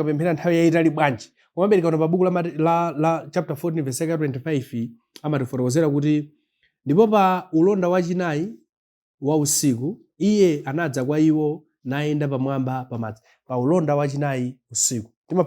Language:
Nyanja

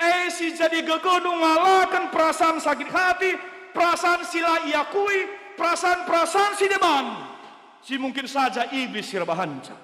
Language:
Batak Karo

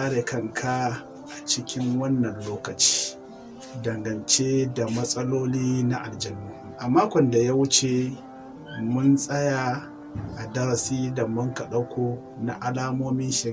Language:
Hausa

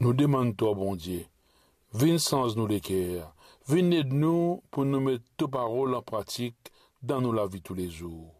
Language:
Morisyen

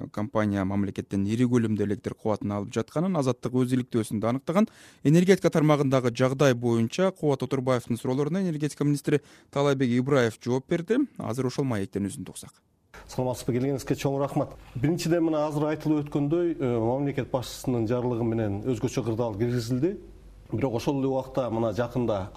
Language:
Kyrgyz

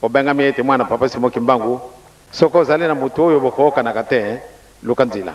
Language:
Lingala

